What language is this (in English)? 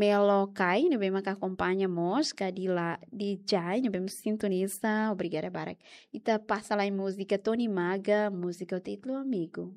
Tetum